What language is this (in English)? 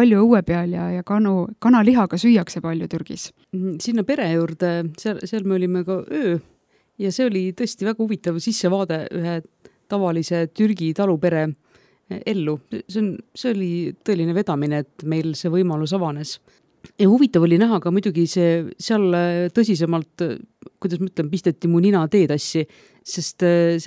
Estonian